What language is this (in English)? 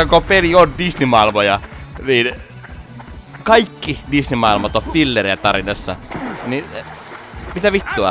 Finnish